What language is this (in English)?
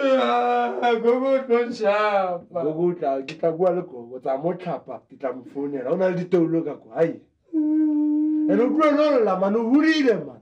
Shona